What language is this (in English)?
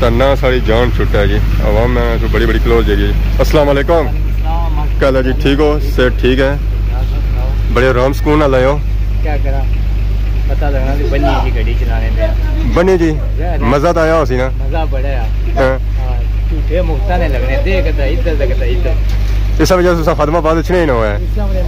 Pahari-Potwari